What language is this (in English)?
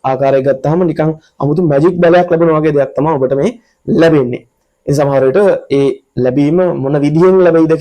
Sinhala